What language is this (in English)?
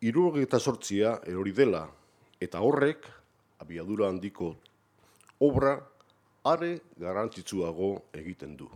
Basque